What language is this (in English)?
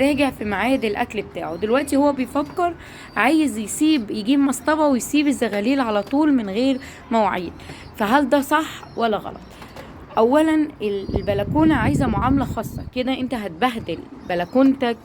Egyptian Arabic